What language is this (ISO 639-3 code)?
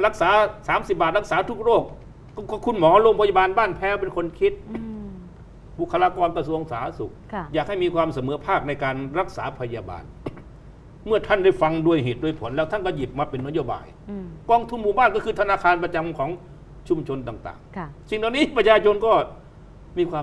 tha